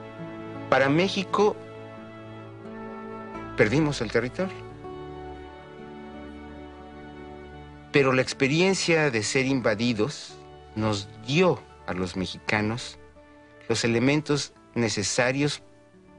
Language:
Spanish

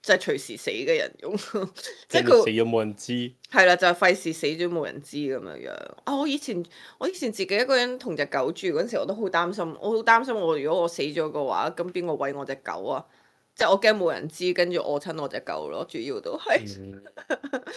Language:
Cantonese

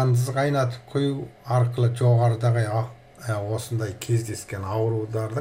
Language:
Kazakh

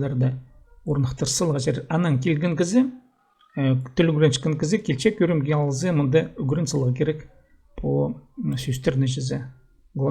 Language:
Khakas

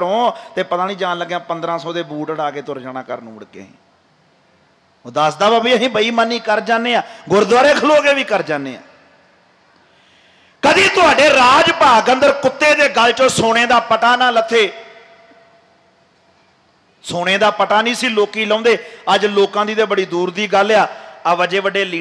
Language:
Punjabi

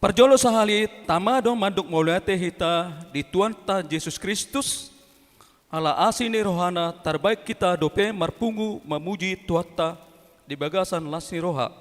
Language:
Batak Toba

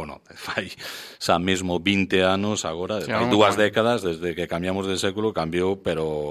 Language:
Galician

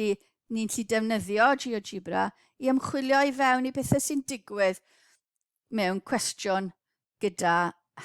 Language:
Welsh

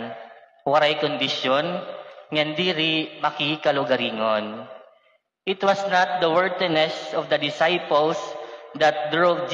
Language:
Waray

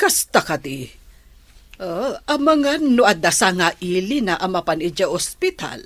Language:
Iloko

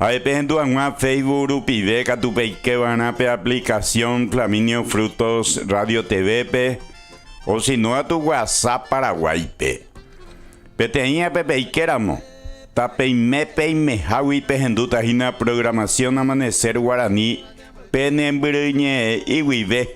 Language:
Guarani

